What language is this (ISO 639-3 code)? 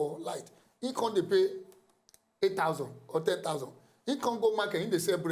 pcm